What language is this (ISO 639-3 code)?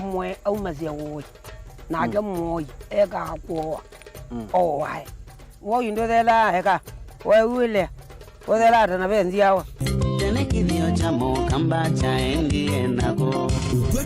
kam